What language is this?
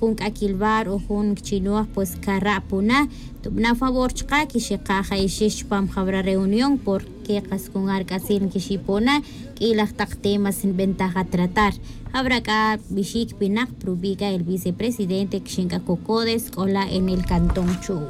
Tz'utujil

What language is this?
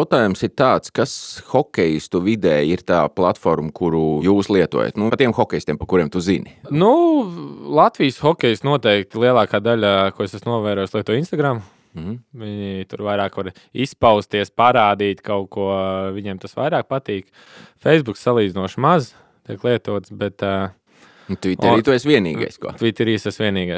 Latvian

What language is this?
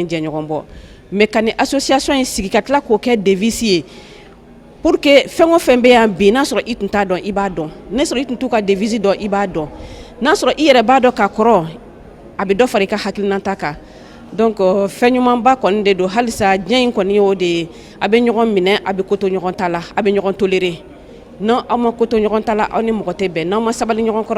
Bambara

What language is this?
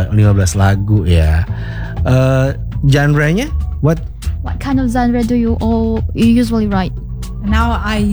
Indonesian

